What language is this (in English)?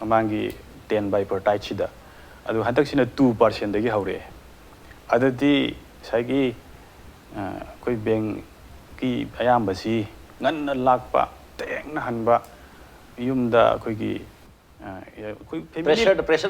Manipuri